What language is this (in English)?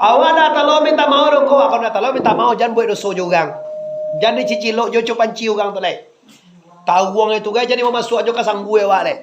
Minangkabau